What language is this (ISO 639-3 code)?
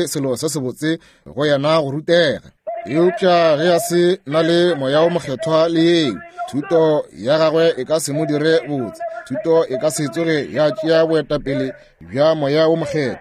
nso